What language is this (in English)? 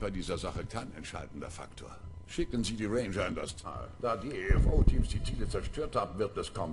German